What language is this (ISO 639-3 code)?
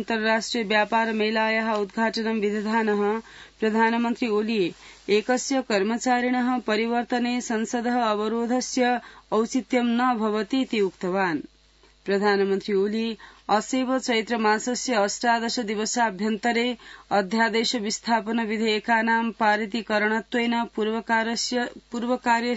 san